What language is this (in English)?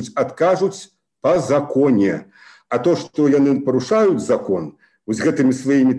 Belarusian